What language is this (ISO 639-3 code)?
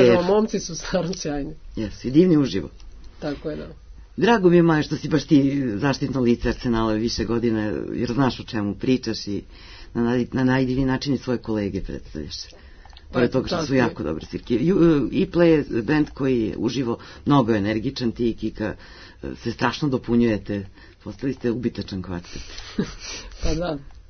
srp